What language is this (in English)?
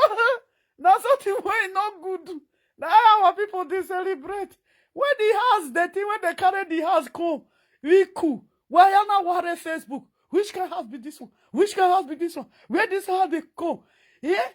Nigerian Pidgin